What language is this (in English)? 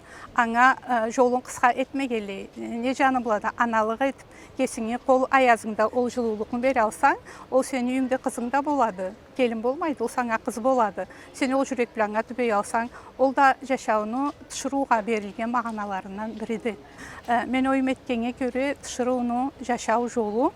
Karachay-Balkar